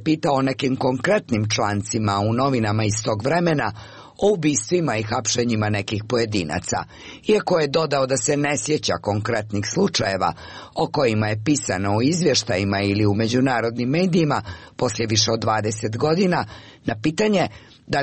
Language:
Serbian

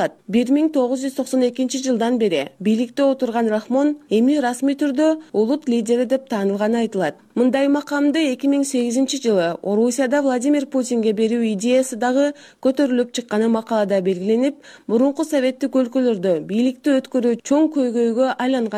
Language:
Kyrgyz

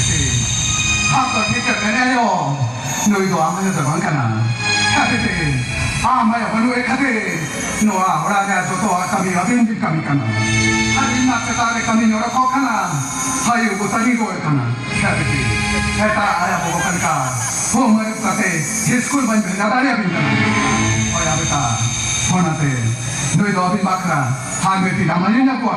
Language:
Santali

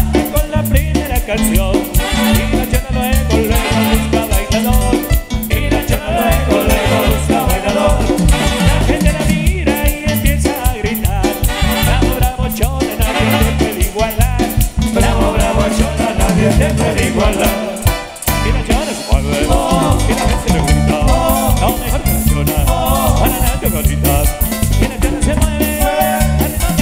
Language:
Spanish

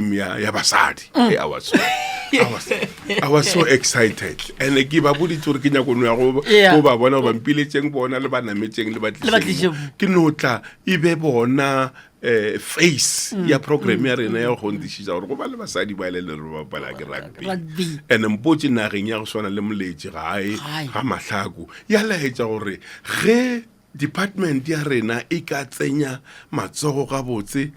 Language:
Northern Sotho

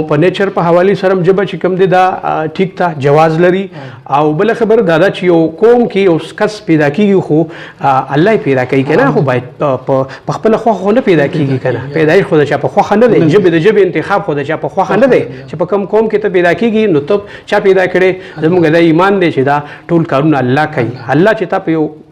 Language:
Pashto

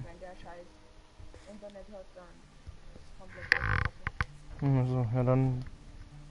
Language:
Bavarian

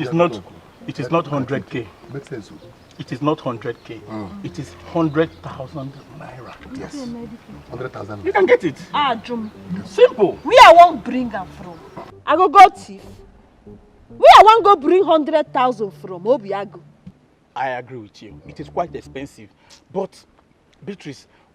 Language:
Nigerian Pidgin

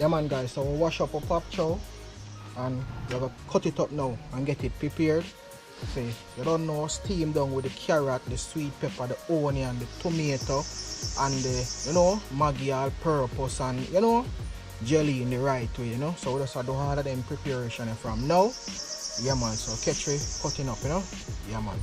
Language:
Jamaican Creole English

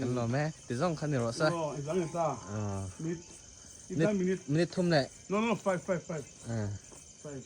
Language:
Mizo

